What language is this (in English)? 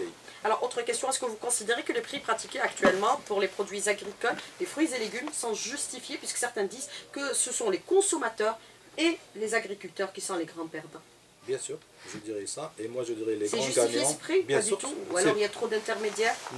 French